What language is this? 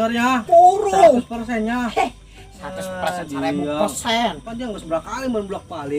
Sundanese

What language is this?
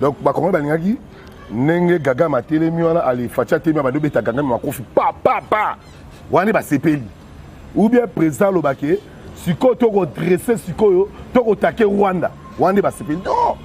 Lingala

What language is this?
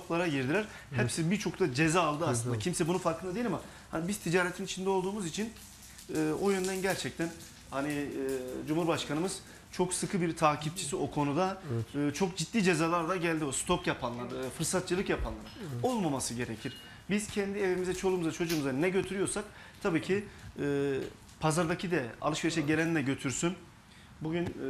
Turkish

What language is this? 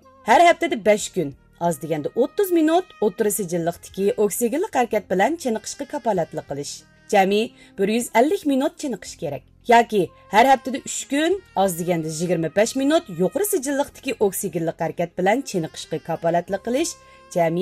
Uyghur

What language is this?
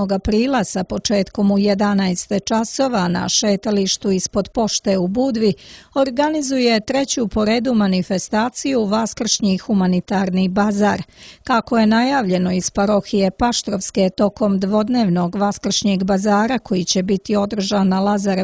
Serbian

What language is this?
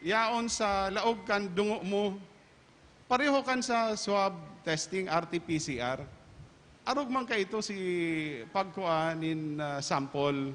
Bikol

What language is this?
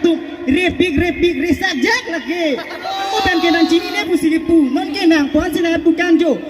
Karbi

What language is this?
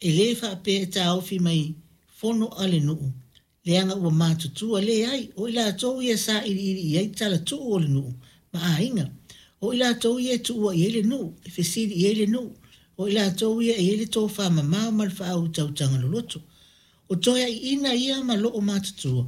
Samoan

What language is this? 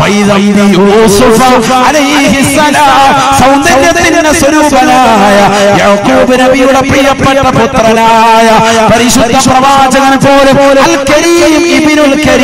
Malayalam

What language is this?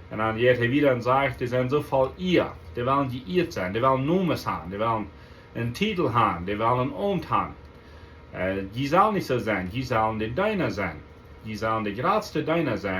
Plautdietsch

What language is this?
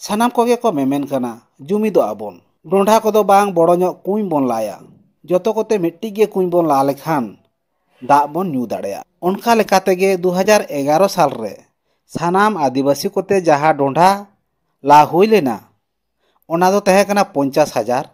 Santali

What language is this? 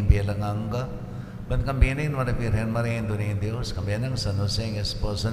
Pampanga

